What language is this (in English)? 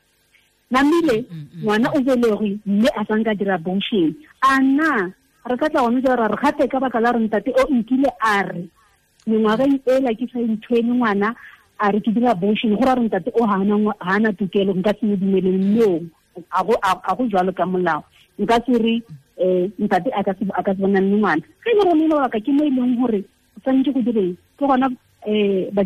Tswana